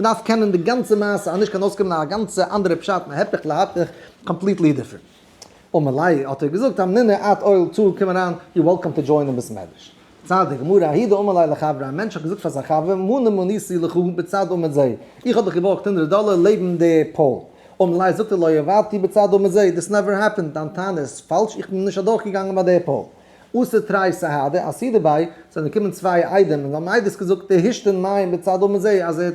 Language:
Yiddish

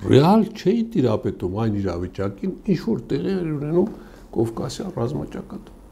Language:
Armenian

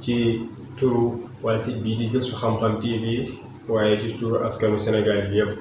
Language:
Wolof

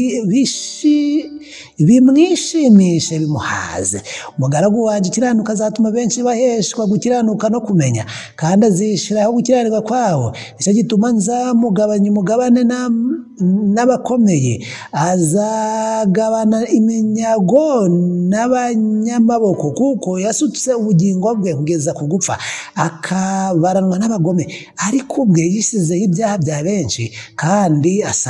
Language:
Kinyarwanda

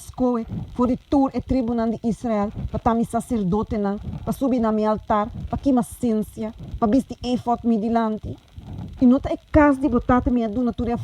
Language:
Papiamento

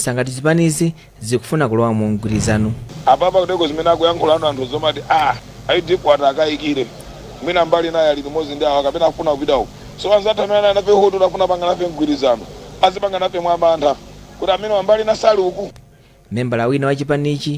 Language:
Nyanja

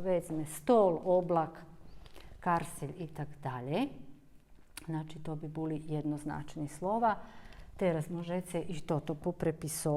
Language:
Rusyn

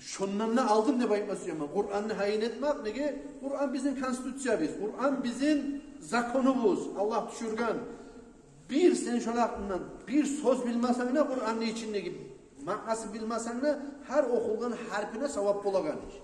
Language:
Kumyk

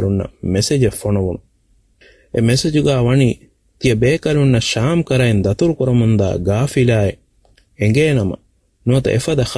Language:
Divehi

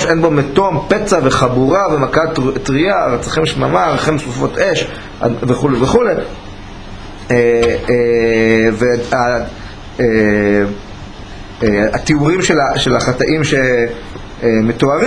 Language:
Hebrew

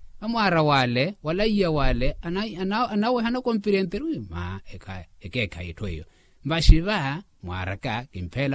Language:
Makhuwa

